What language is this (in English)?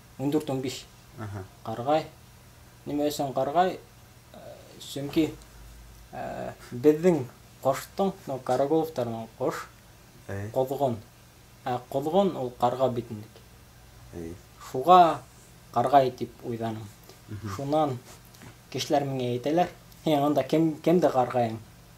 Bashkir